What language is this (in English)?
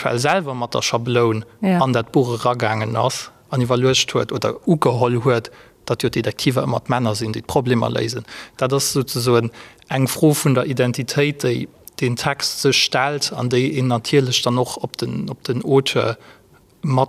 Luxembourgish